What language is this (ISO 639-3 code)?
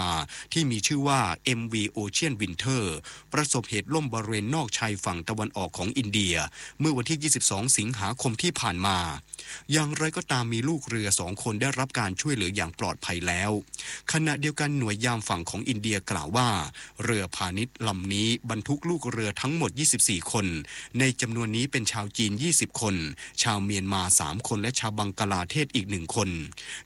tha